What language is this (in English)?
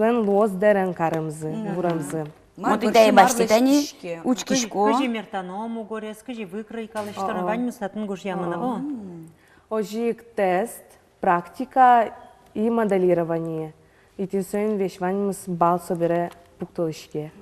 Udmurt